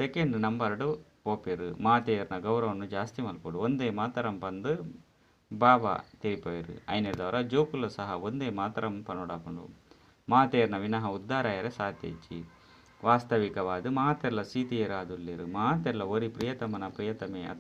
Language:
Tulu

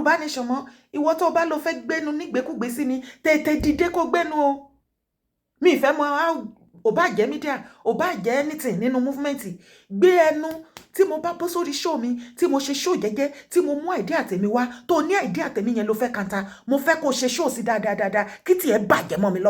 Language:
Yoruba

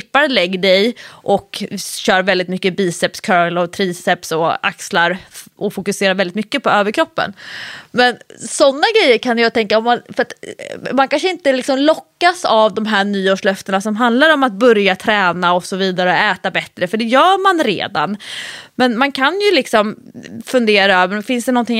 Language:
Swedish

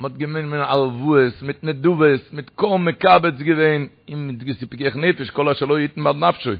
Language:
Yiddish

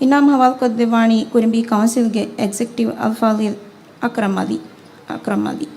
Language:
Divehi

